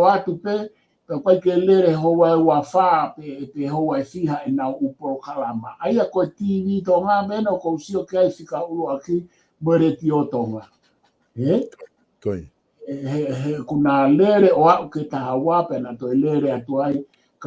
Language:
Tongan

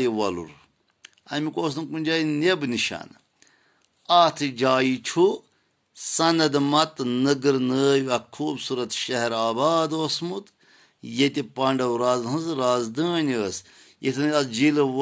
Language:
Kashmiri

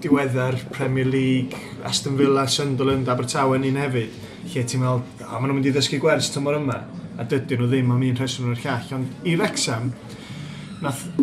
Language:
Welsh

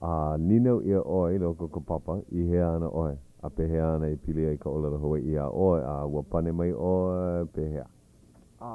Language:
Hawaiian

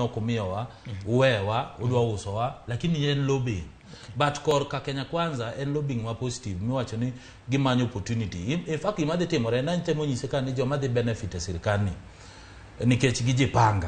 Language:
Luo (Kenya and Tanzania)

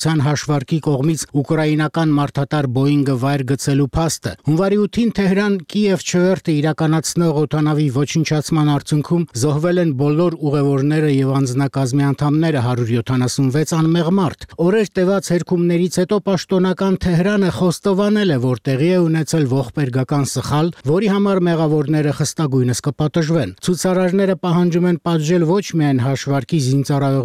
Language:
Armenian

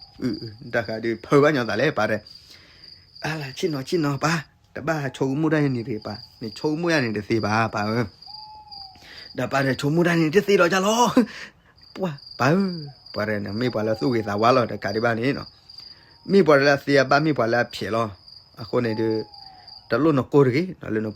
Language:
S'gaw Karen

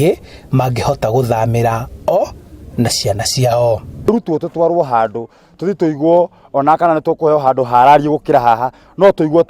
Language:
Kikuyu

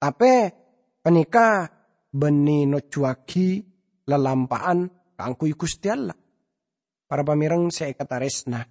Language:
Madurese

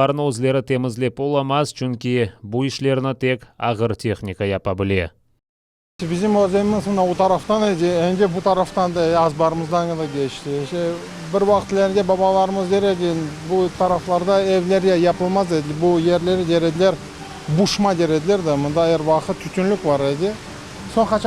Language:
Crimean Tatar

